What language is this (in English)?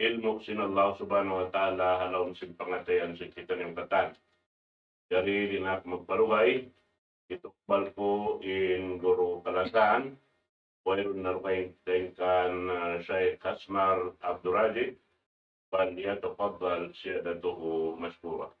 Tausug